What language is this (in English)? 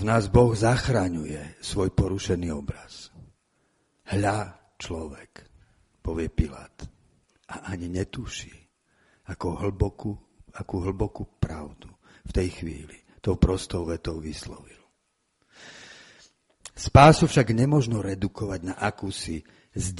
Slovak